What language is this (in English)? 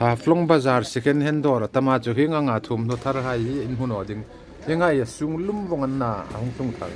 Hmar